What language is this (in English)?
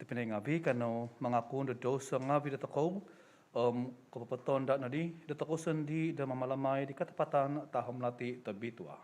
Central Dusun